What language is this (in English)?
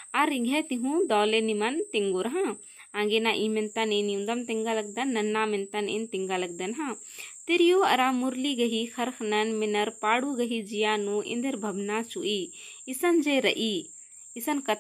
Kurukh